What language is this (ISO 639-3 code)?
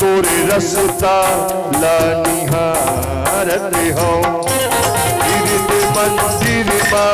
hne